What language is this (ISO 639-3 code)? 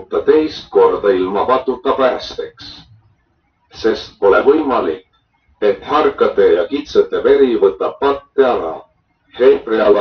est